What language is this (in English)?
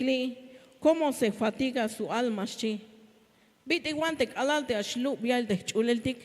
Tzeltal